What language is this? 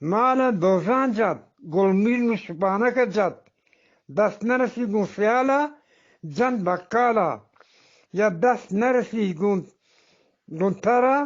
Eastern Balochi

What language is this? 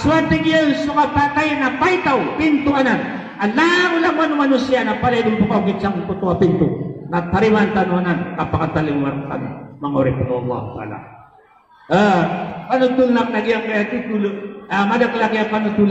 Maranao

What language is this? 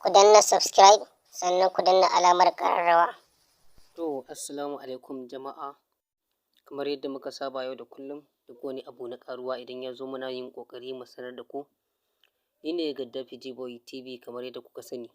Hausa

